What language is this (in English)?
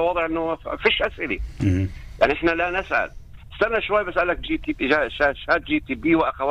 North Levantine Arabic